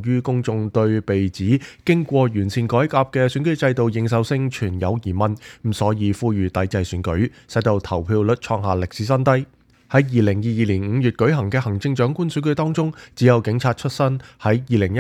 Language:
Cantonese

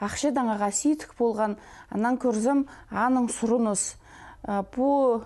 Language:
Khakas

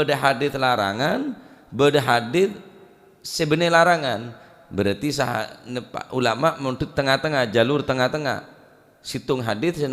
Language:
Madurese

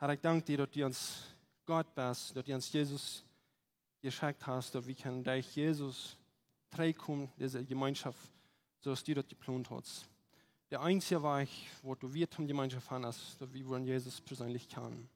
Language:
Plautdietsch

